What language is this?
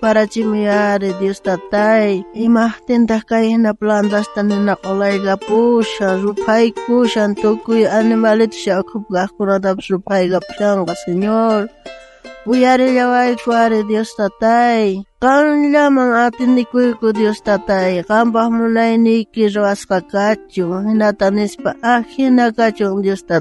South Bolivian Quechua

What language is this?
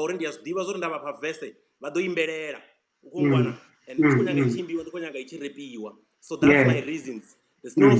Venda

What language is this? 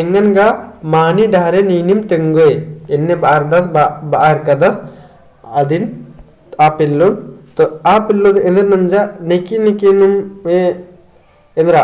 Kurukh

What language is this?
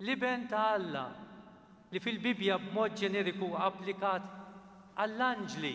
Maltese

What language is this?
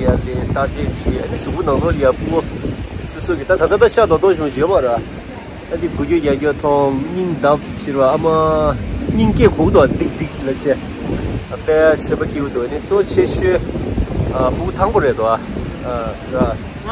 Tibetan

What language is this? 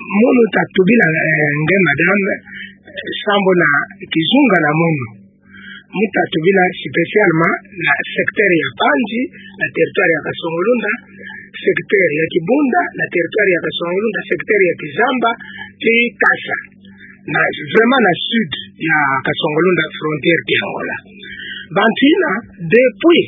Kituba (Democratic Republic of Congo)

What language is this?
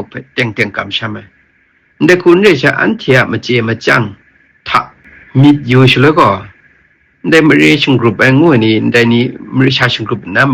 Kachin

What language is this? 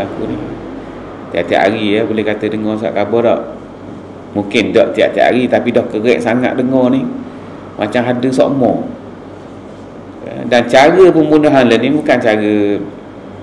Malay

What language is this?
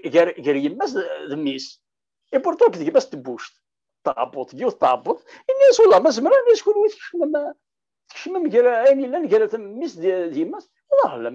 Kabyle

